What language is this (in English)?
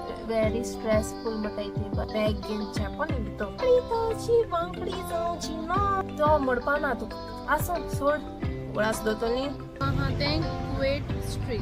Konkani